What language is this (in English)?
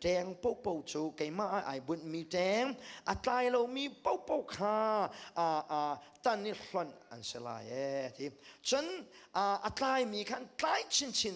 Hakha Chin